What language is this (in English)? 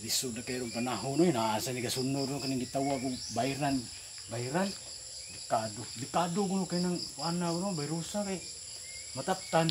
Cebuano